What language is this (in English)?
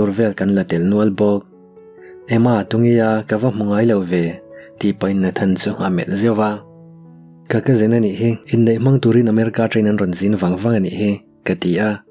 Mizo